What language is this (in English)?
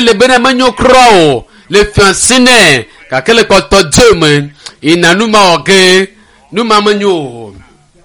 Ewe